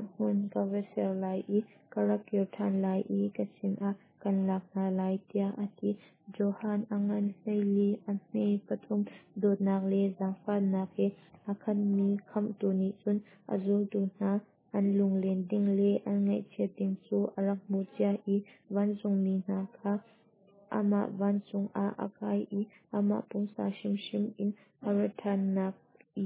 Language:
Hakha Chin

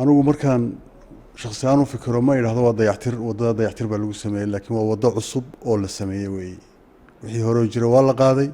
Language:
Somali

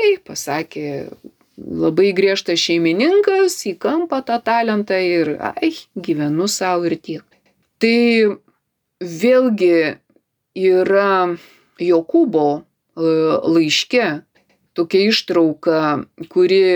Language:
Lithuanian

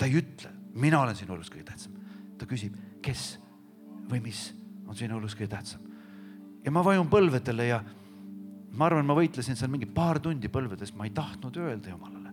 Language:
Estonian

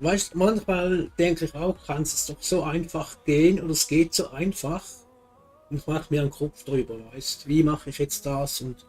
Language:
Swiss German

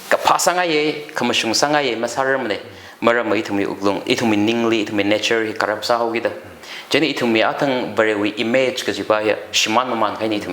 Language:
Tangkhul Naga (India)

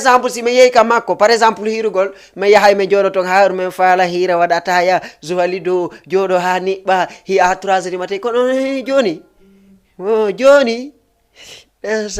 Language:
Fula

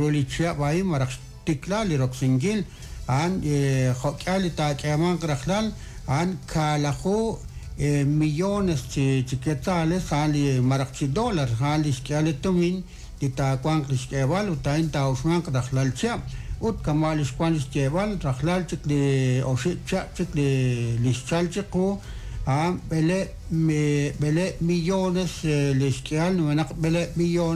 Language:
Kekchí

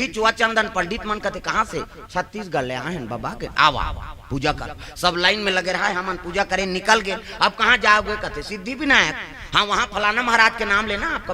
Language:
Chhattisgarhi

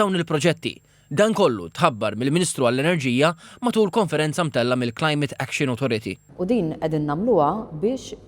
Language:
Maltese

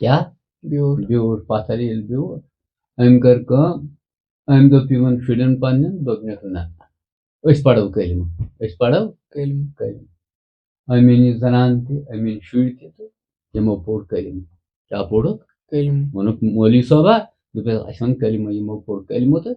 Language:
Kashmiri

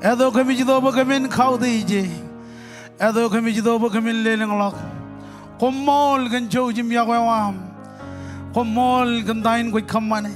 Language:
Marshallese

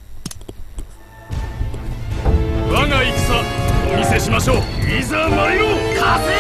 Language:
Japanese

